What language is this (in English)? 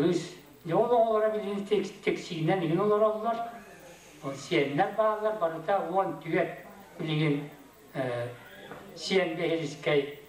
Yakut